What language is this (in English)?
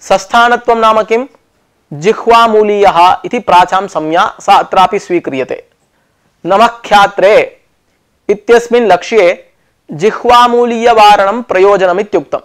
Sanskrit